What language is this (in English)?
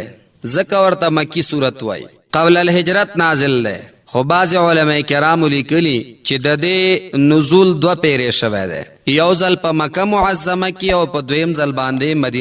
Pashto